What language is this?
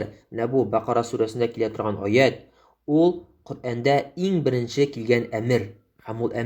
Tatar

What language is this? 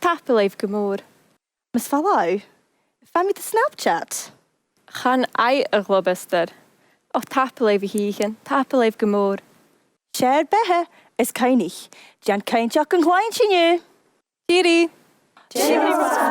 Scottish Gaelic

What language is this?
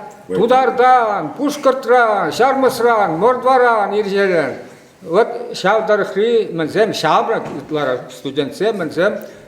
Chuvash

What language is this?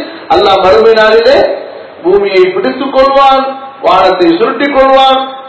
Tamil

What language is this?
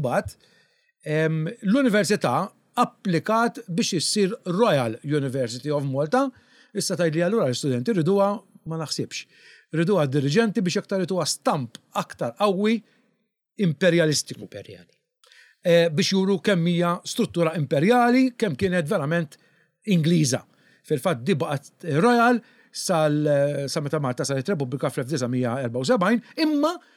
Maltese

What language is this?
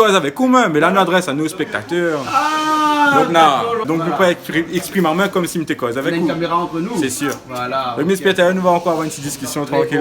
Réunion Creole French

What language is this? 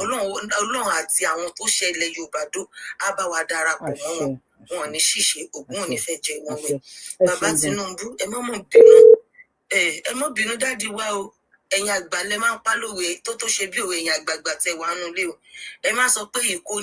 Yoruba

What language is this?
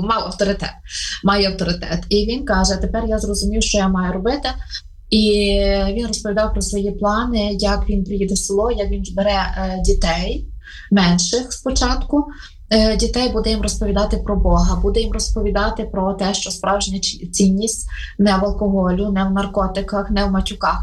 Ukrainian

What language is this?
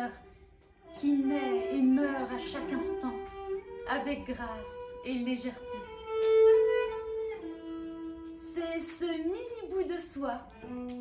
French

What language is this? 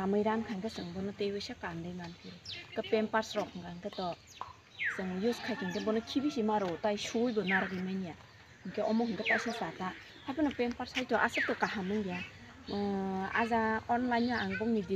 Kok Borok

